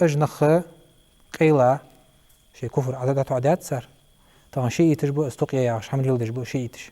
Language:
Ingush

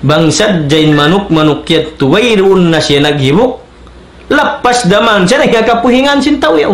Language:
Tausug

